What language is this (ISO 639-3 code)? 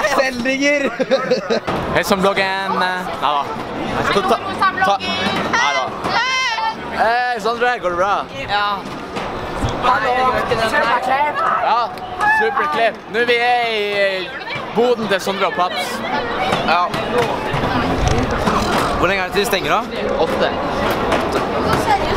nor